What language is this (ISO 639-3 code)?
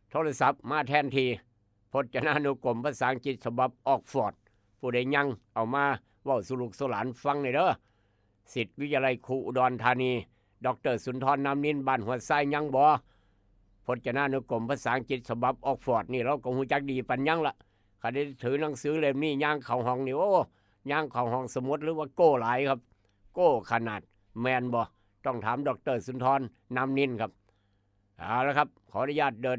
tts